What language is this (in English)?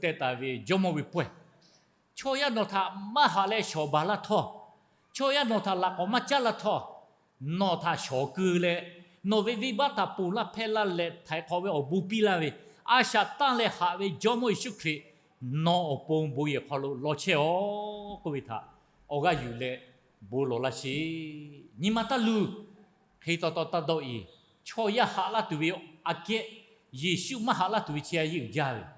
Lahu